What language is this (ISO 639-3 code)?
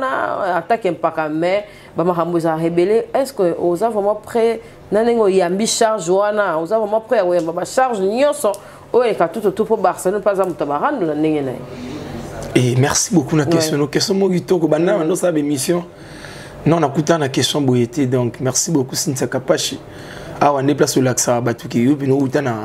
lin